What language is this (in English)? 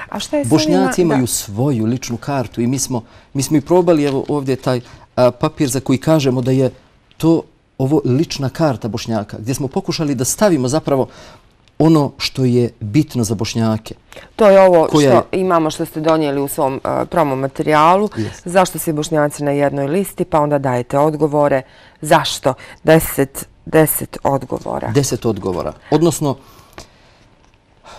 Bosnian